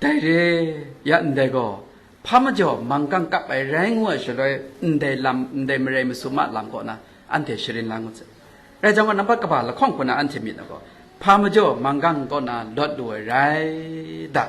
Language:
Kachin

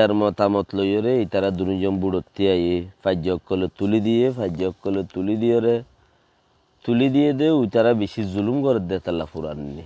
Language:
Rohingya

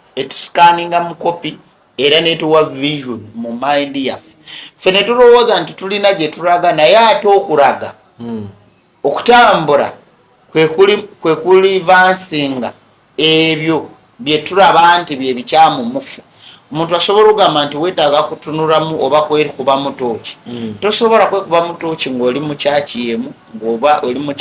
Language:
Ganda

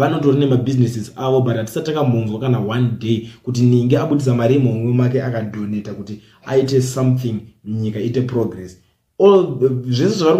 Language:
Shona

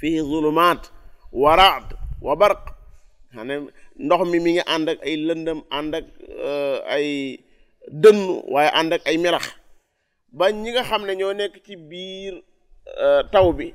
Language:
Wolof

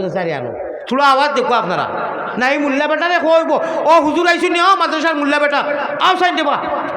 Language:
Sylheti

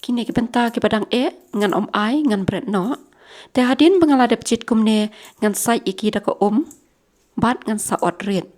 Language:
Khasi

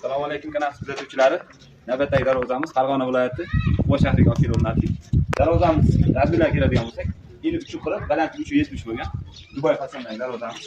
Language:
Uzbek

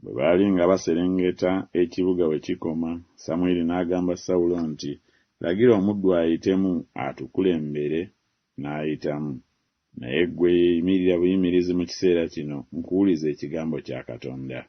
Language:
Ganda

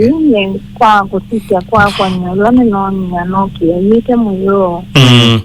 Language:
Kamba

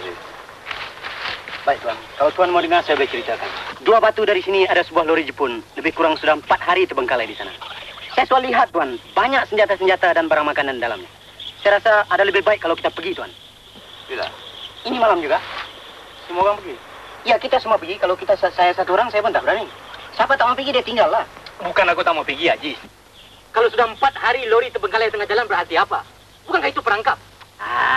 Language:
Malay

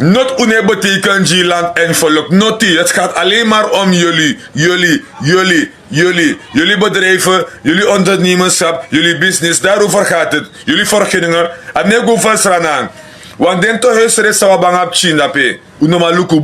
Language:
Sranan Tongo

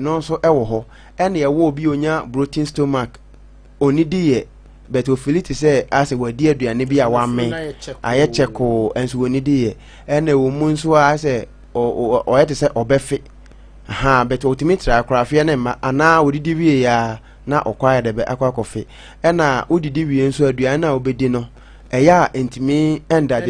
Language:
Akan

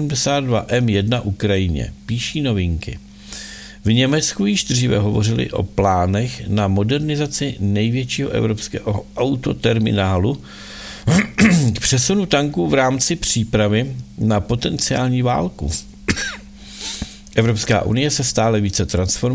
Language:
Czech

